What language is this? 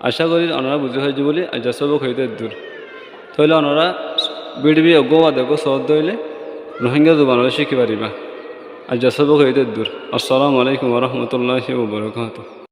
Rohingya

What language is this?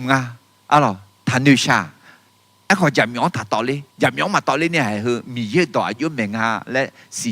Akha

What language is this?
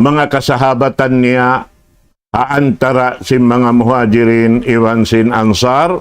Tausug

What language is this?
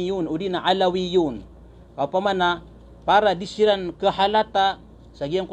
Maranao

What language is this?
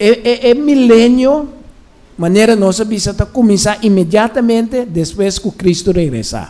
Papiamento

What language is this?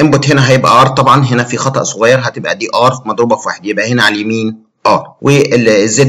Egyptian Arabic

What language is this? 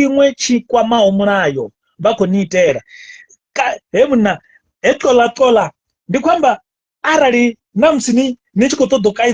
Venda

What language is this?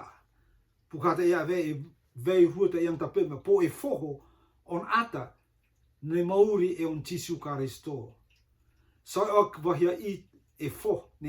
Rotuman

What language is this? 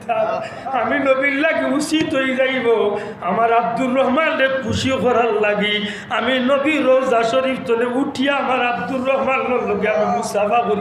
Sylheti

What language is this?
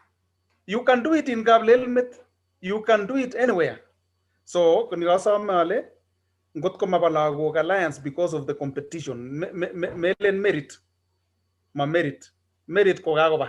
Kalenjin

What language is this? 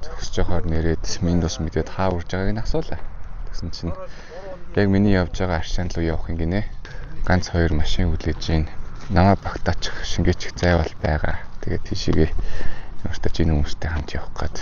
Mongolian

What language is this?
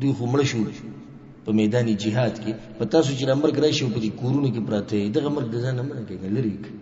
Pashto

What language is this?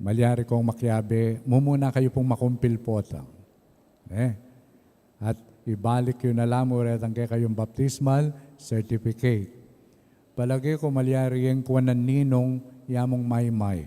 Pampanga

